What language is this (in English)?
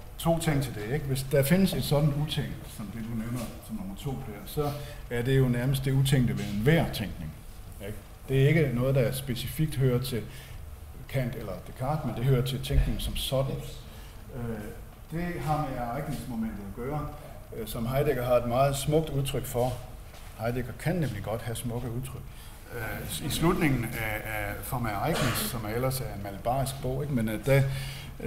Danish